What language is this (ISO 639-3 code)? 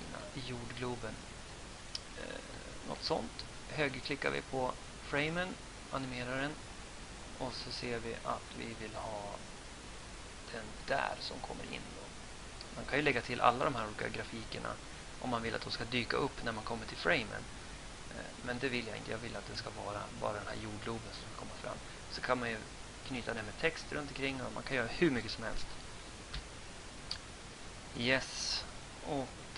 swe